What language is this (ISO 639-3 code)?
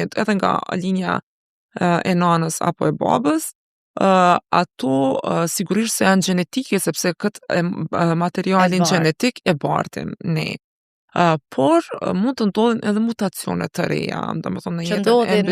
sqi